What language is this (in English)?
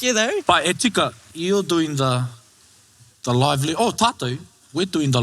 Māori